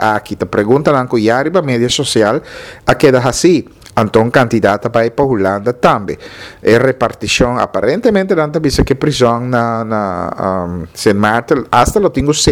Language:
Papiamento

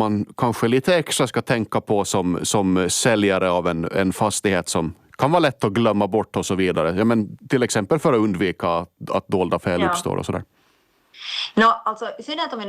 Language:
Swedish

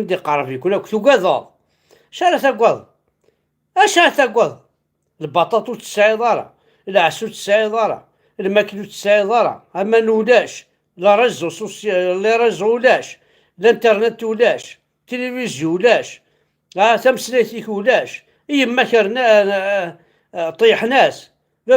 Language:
Kabyle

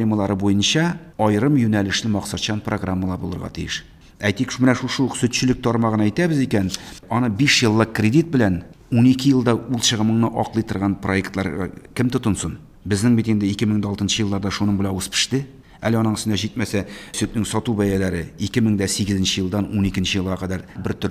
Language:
Tatar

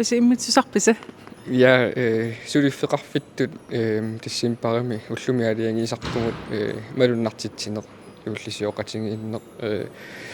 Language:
Kalaallisut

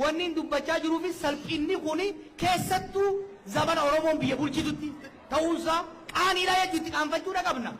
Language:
Oromo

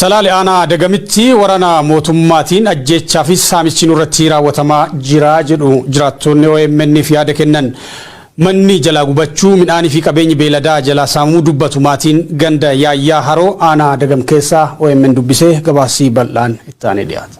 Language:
Oromo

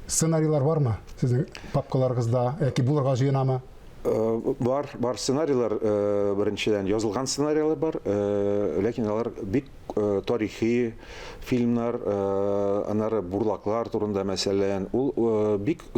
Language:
Tatar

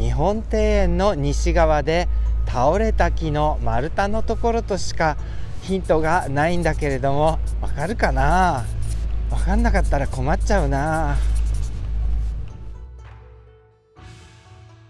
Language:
Japanese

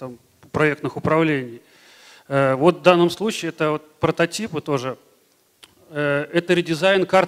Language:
Russian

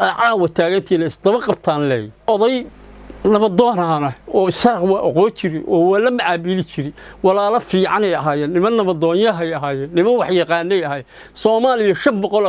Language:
Somali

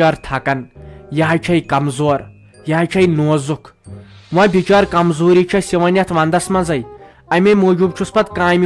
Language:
Kashmiri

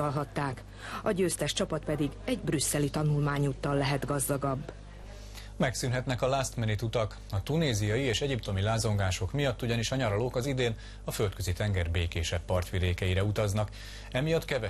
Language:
Hungarian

